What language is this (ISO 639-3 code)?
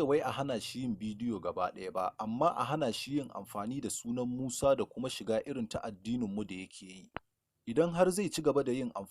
hau